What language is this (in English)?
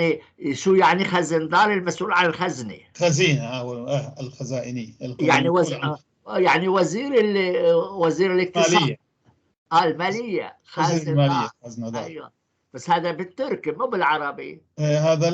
North Levantine Arabic